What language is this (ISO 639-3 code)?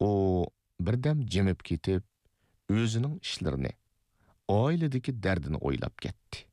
uig